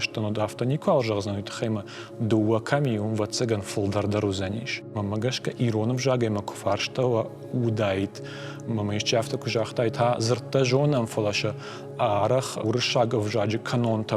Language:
Ossetic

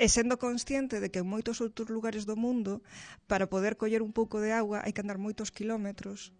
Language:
Galician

